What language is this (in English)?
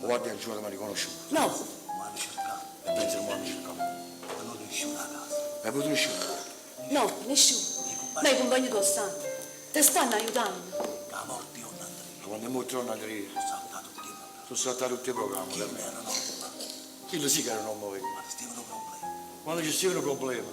Neapolitan